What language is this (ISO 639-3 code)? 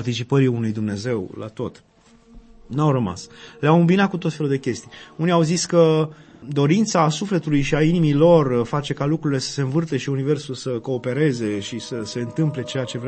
ron